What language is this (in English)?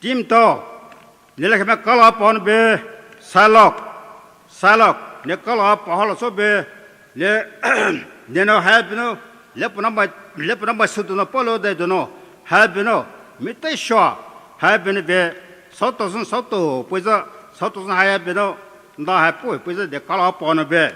Poumei Naga